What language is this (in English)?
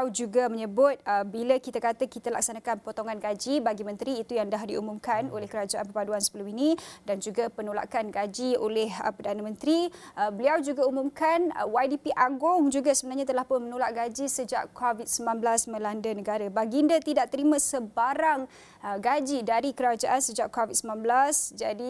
Malay